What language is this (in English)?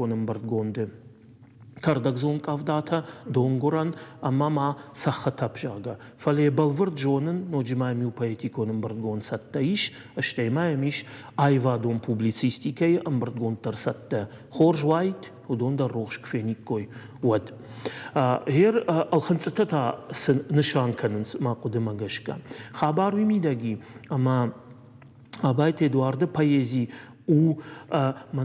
Ossetic